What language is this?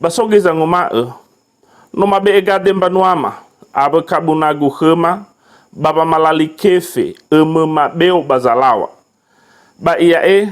Nias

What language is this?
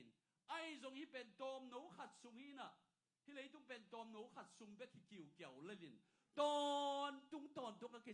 Tedim Chin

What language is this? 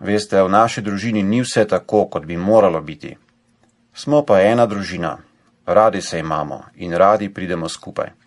Slovenian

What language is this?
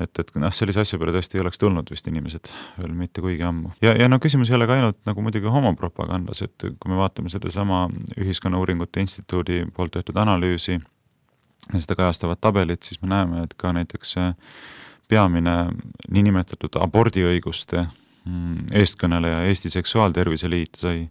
Estonian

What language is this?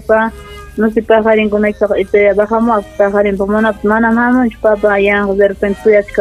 Ayacucho Quechua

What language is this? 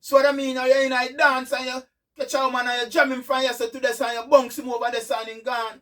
Jamaican Creole English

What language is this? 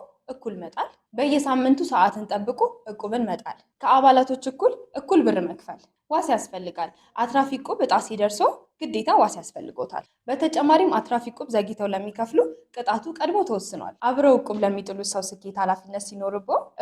Amharic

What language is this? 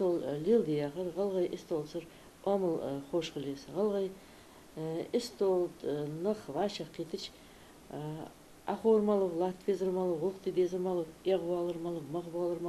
Ingush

